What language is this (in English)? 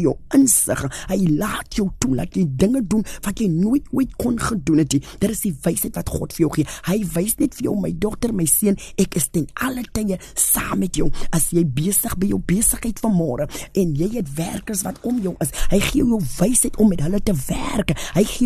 Afrikaans